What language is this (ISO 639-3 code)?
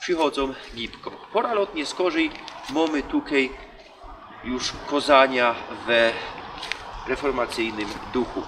szl